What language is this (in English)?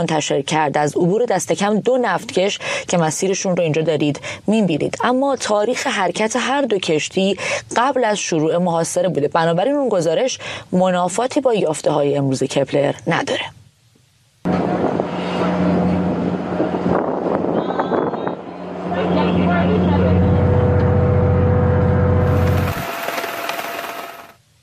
Persian